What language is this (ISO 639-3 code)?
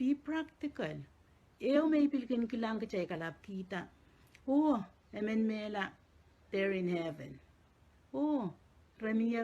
pon